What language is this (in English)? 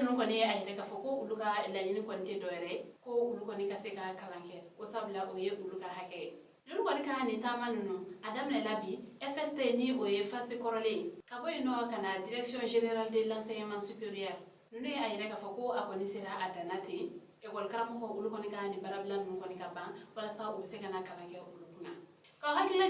Bambara